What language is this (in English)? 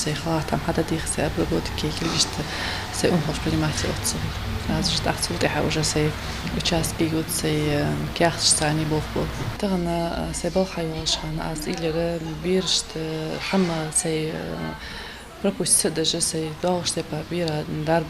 Ingush